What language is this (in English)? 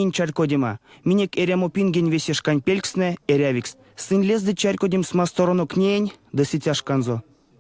Erzya